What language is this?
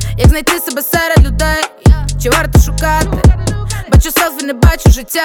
Ukrainian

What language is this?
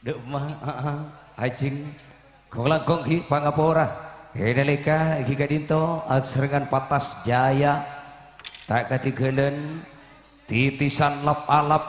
Madurese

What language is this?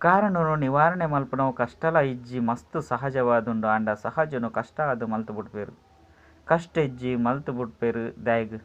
Tulu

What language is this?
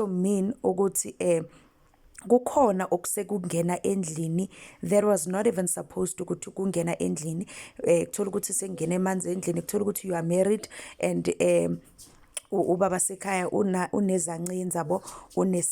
Zulu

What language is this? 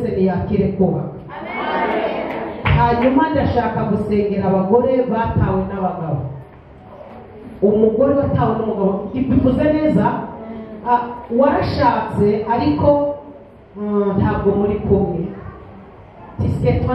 Kinyarwanda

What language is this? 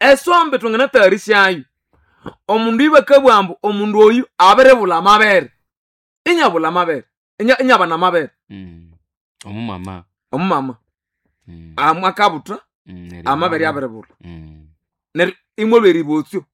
Nande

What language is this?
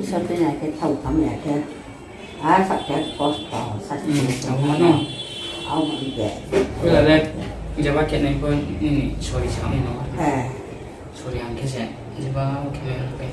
Riang (India)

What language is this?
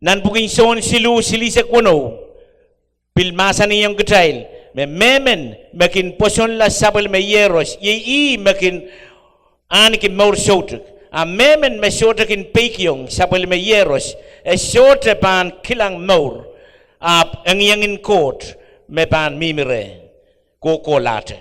Pohnpeian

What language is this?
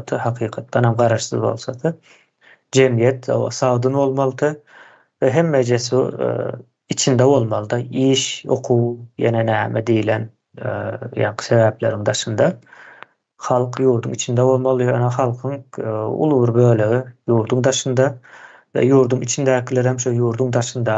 Turkmen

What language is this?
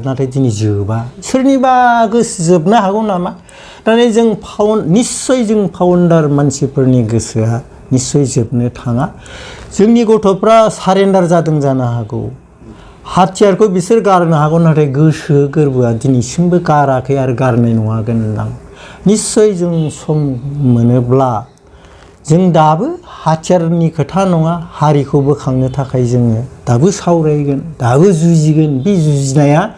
Bodo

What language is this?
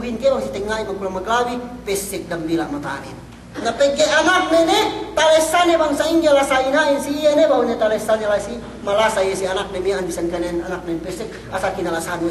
Yakan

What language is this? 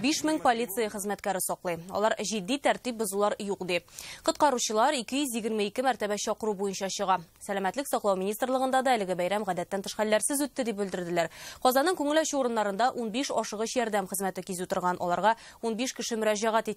Tatar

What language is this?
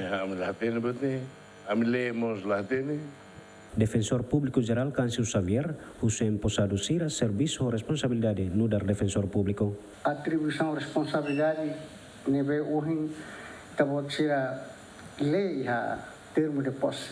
Tetum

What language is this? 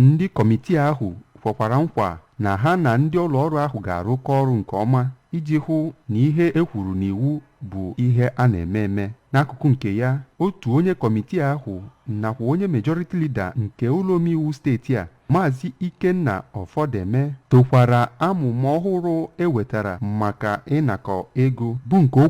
Igbo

